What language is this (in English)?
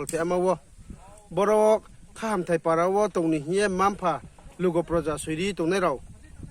Riang (India)